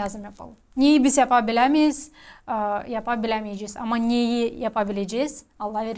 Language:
Gagauz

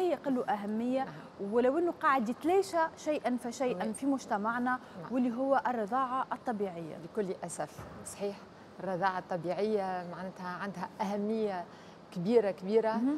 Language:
Tunisian Arabic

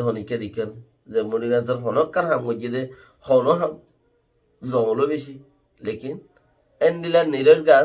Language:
Rohingya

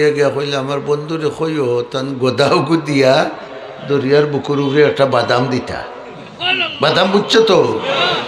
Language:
Sylheti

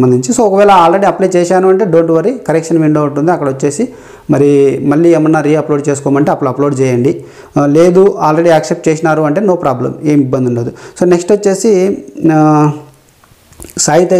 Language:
Telugu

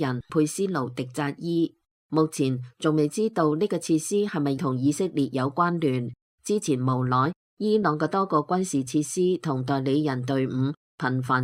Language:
Cantonese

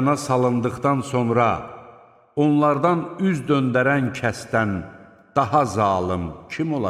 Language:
Azerbaijani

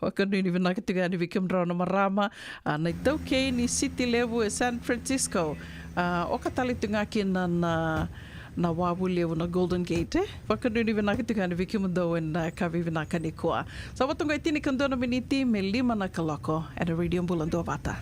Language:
Fijian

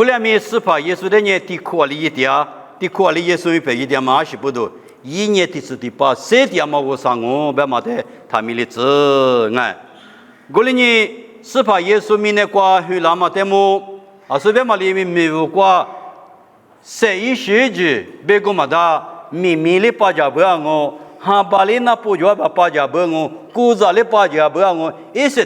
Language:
Lisu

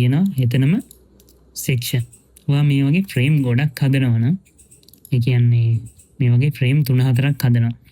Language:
Sinhala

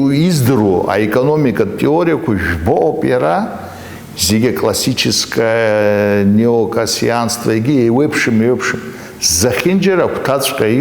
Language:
Abkhazian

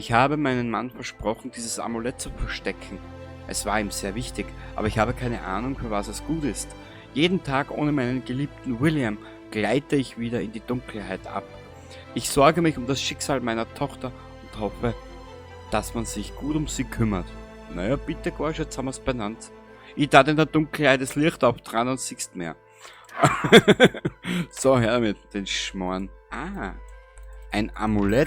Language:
Bavarian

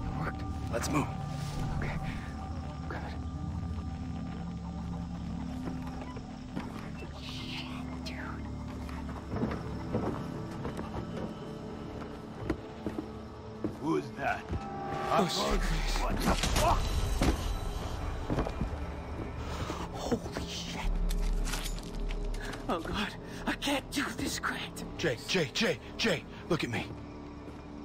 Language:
English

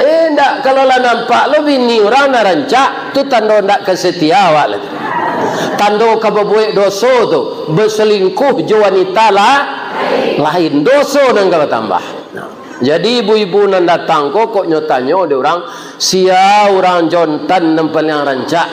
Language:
Minangkabau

